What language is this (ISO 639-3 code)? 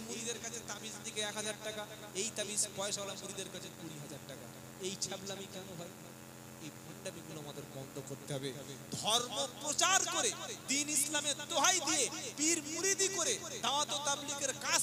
ben